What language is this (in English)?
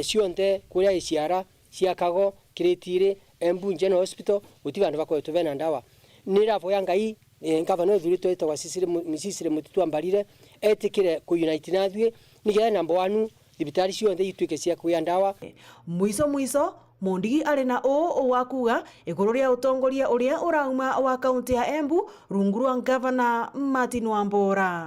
Meru